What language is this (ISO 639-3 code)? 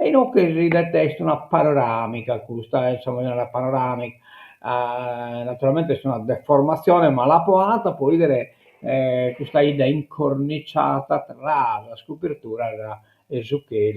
srd